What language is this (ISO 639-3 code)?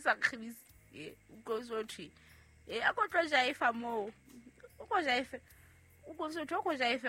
sot